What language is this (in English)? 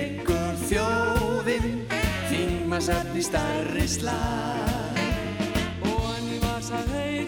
Icelandic